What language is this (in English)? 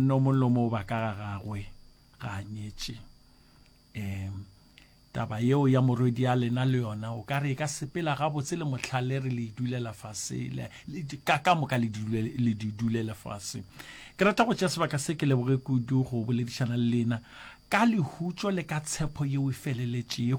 Northern Sotho